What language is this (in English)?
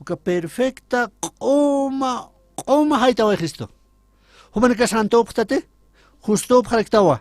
Aymara